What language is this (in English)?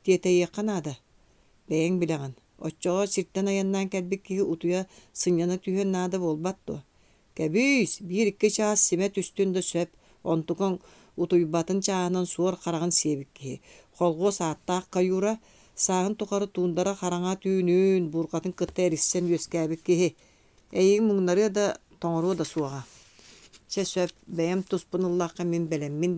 Yakut